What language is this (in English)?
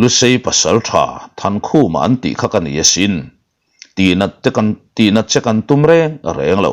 Mizo